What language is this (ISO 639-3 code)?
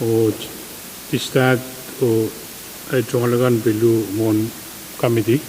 pon